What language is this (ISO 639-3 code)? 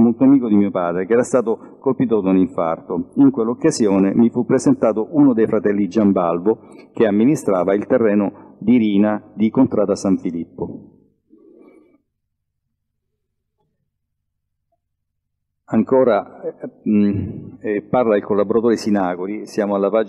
ita